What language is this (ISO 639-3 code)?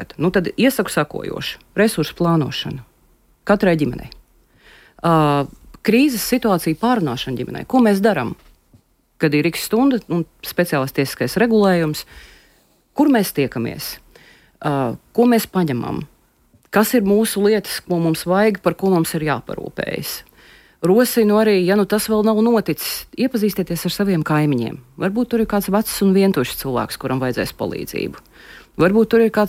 lav